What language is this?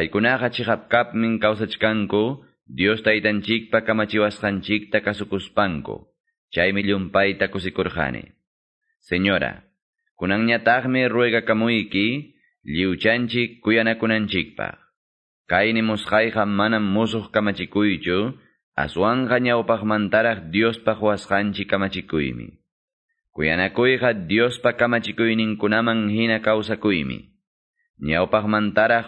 Quechua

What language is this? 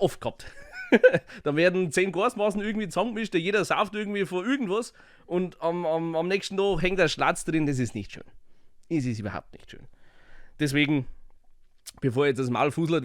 Bavarian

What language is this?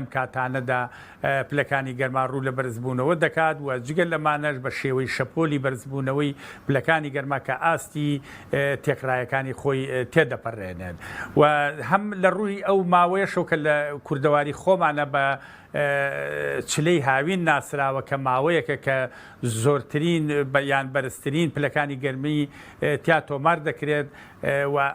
Central Kurdish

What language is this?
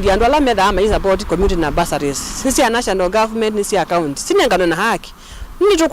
Kamba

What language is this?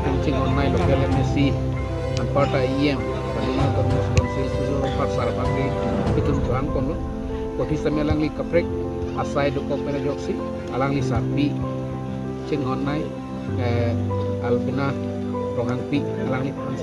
Karbi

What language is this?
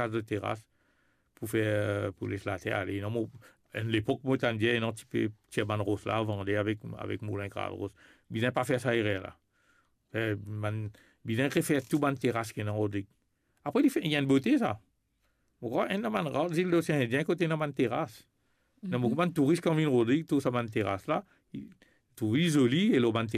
Morisyen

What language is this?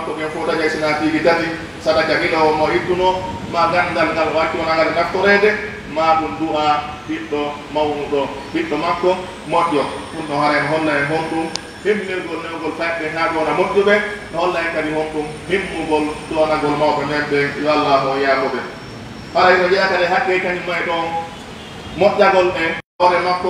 Pular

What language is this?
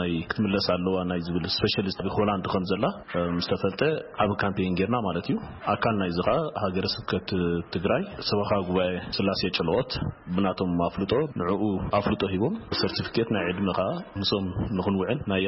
Tigrinya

